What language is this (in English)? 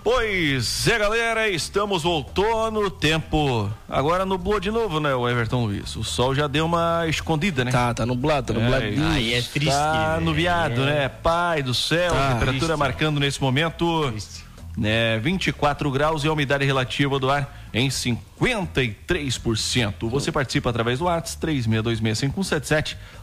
Portuguese